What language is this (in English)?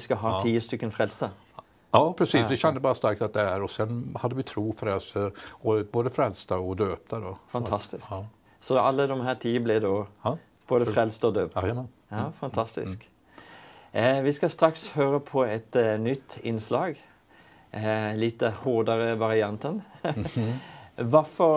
Swedish